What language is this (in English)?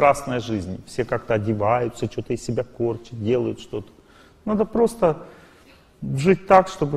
Russian